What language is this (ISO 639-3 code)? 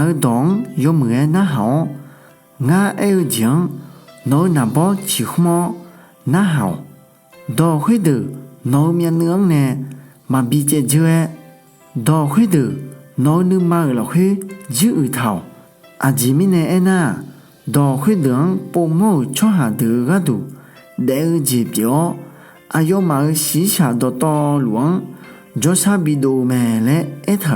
ahk